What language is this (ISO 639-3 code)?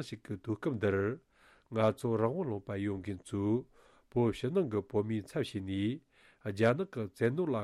bod